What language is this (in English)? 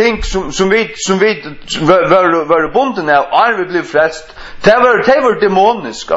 Faroese